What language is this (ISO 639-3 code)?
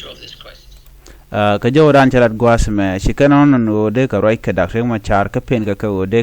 nus